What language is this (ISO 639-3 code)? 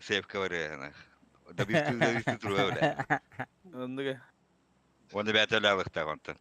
sah